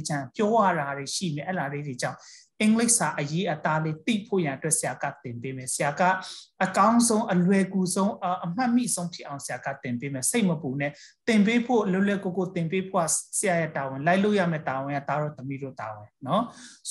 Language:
Burmese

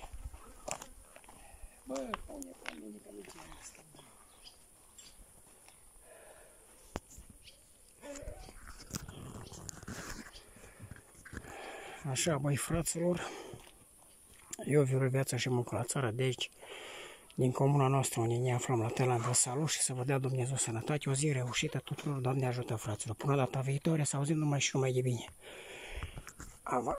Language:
Romanian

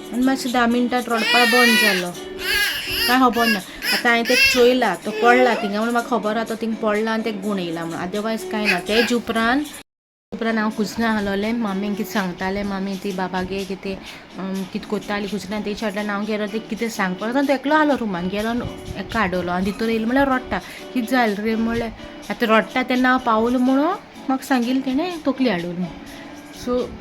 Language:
Konkani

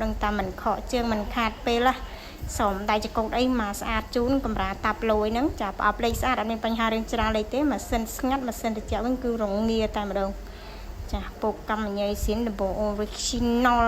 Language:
Khmer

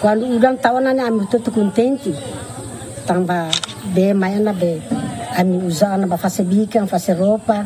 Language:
Tetum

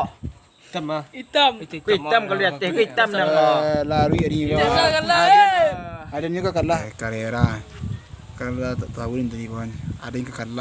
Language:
Minangkabau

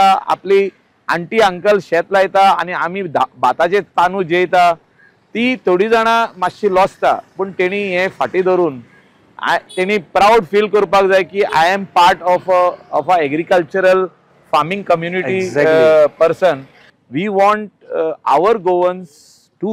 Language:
Konkani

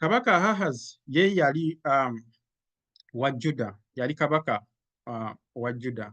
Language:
Ganda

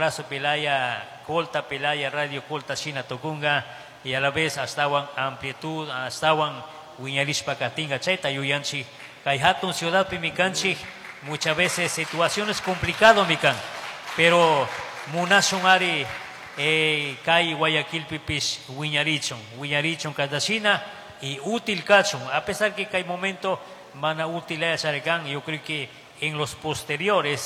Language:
Chimborazo Highland Quichua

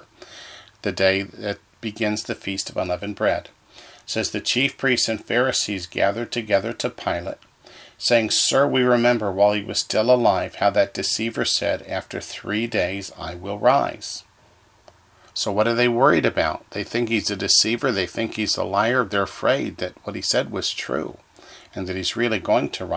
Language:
English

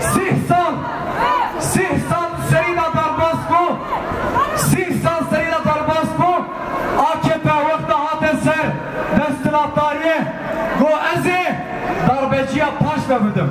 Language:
Kurdish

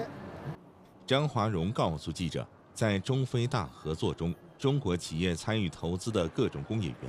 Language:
Chinese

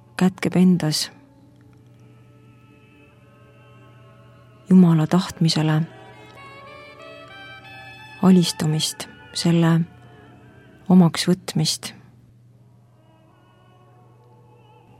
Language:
Estonian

